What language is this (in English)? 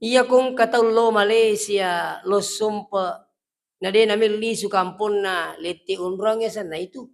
Buginese